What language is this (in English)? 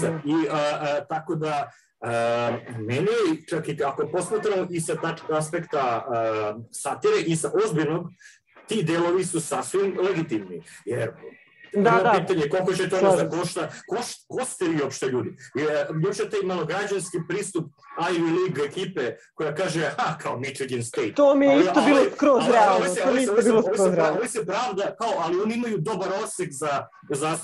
Serbian